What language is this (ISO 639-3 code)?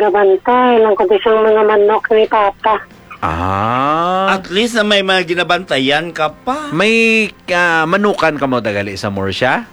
hil